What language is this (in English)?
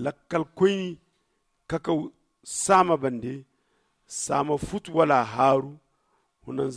Zarma